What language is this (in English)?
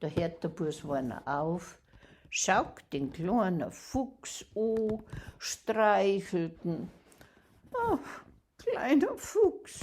Bavarian